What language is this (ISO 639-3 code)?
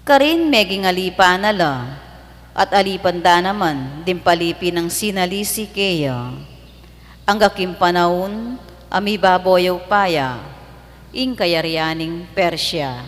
pam